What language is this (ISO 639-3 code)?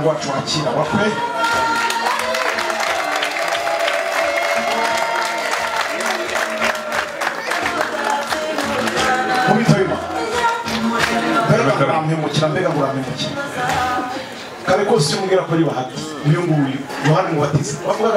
kin